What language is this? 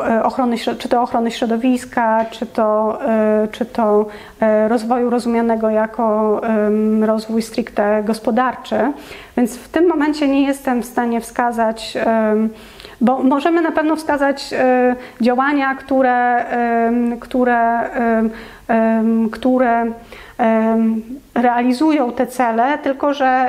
Polish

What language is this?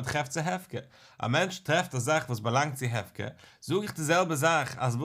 Yiddish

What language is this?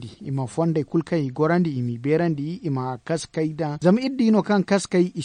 Zarma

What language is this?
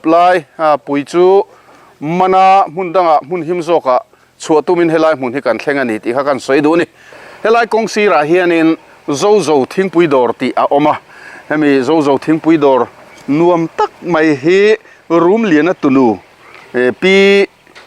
Mizo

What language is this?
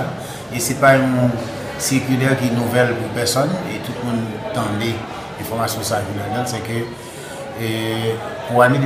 Haitian Creole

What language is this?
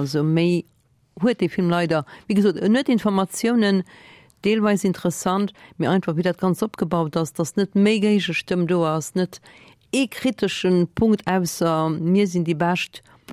Luxembourgish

